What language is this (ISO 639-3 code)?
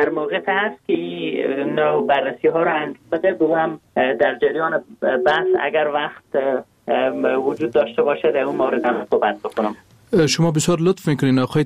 fas